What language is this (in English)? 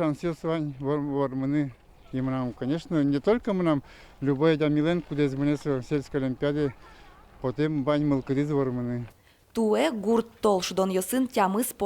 Udmurt